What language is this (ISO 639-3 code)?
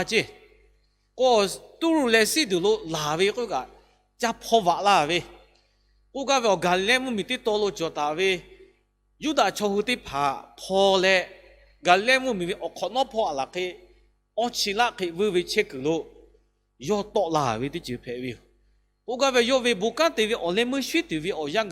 lhu